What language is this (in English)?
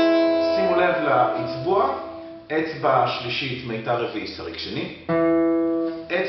Hebrew